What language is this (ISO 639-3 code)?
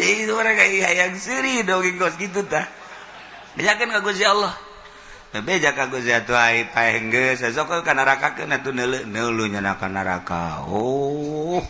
sun